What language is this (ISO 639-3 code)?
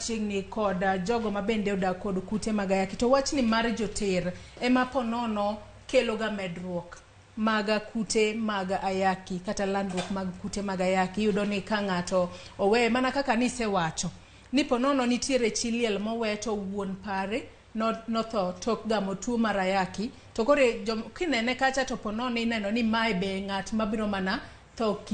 luo